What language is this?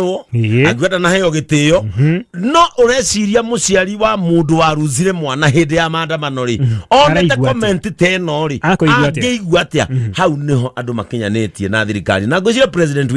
Kikuyu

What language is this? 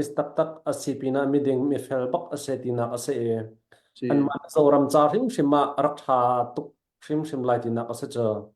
Hakha Chin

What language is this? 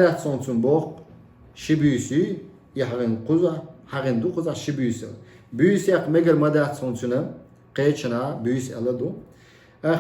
Chechen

